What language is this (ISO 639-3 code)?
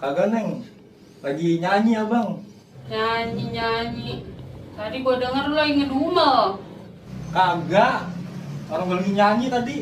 bew